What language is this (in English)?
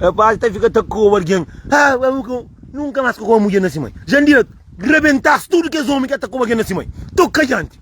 Kabuverdianu